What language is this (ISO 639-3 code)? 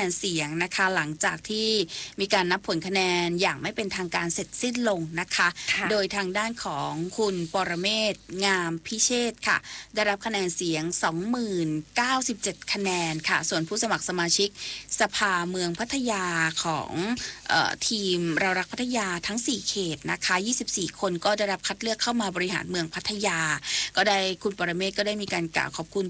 tha